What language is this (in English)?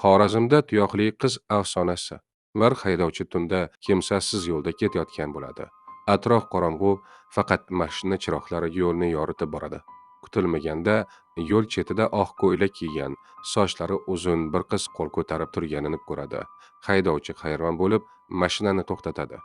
Uzbek